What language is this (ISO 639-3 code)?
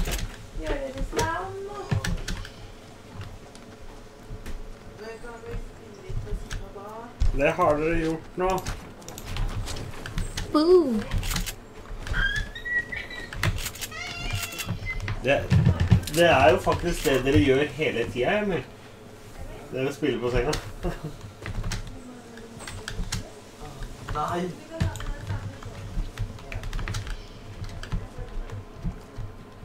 nor